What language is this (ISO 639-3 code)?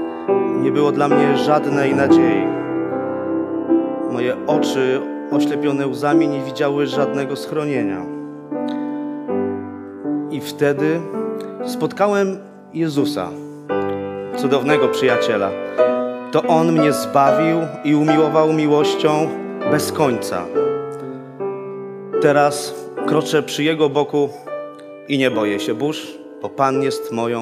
pol